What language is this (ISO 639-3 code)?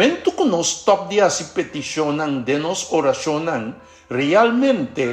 pap